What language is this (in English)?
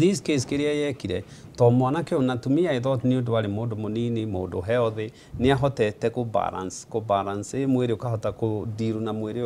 Kikuyu